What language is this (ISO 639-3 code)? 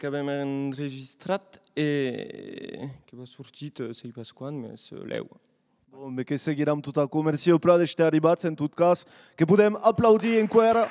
oci